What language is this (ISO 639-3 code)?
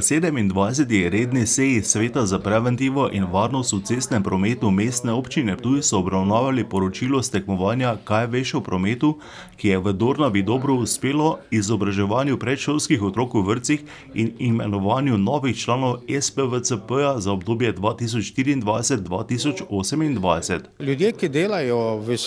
slv